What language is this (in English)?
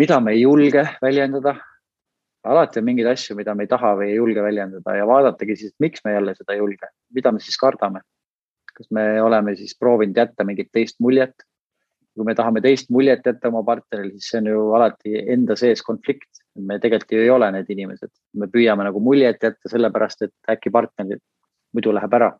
Estonian